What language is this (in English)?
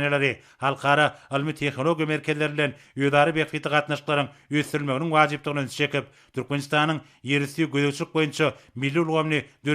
Turkmen